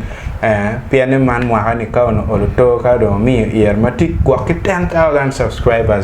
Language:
Acoli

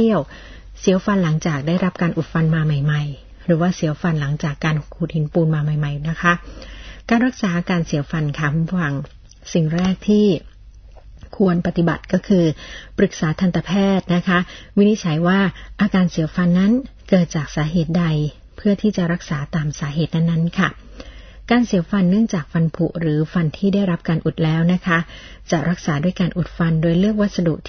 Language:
Thai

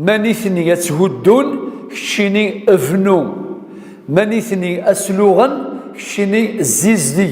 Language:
Kabyle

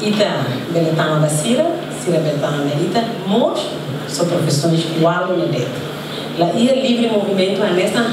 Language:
Tetum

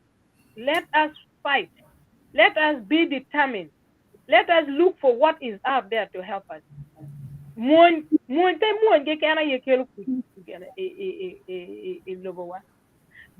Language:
Acoli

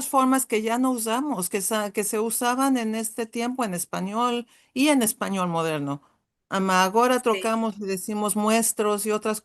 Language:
Ladino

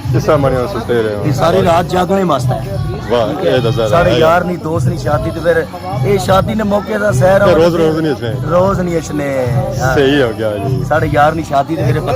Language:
Pahari-Potwari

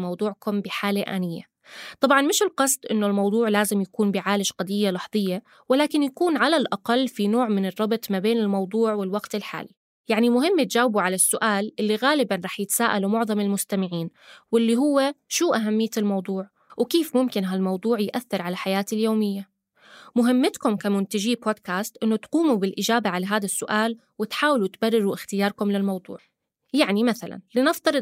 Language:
North Levantine Arabic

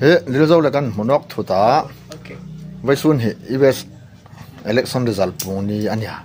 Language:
Hmar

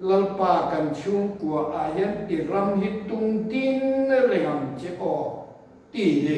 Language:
Mizo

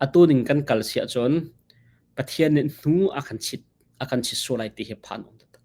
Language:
Hakha Chin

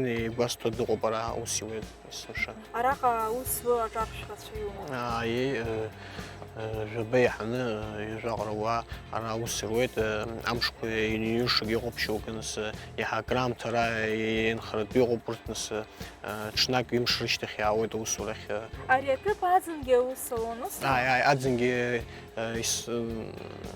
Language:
Abkhazian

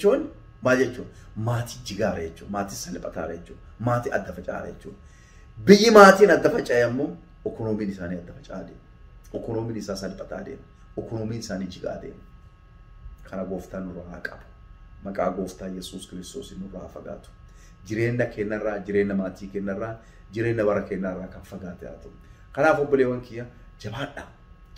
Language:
Oromo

